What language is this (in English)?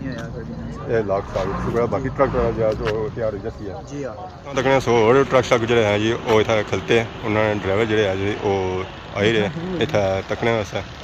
Pahari-Potwari